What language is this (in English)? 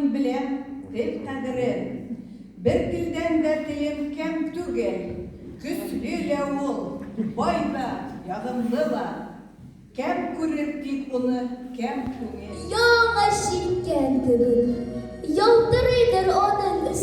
Tatar